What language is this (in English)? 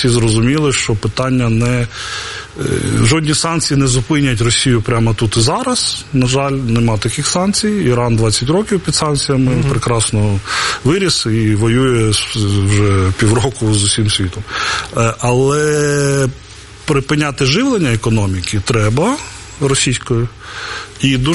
Ukrainian